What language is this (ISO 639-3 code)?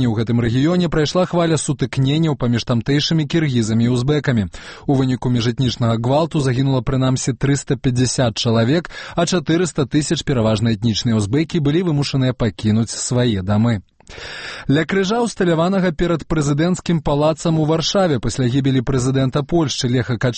bel